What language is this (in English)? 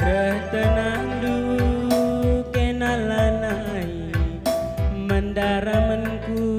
Batak Karo